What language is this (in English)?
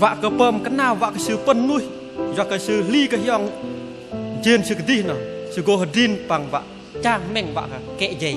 Bahnar